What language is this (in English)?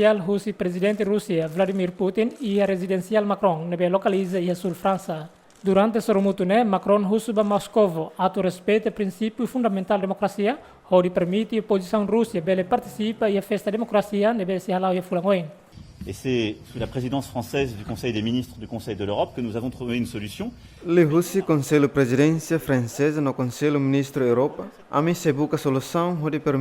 Tetum